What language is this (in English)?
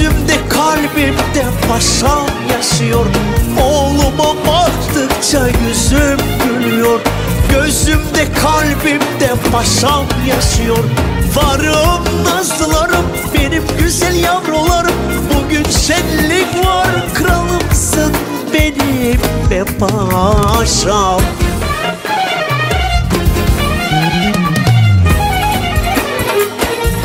Turkish